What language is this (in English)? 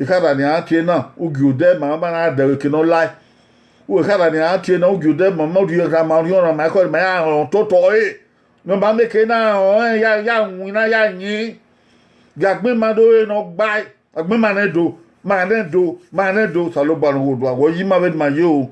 Bini